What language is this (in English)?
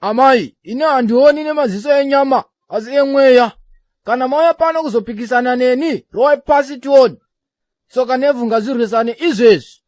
Shona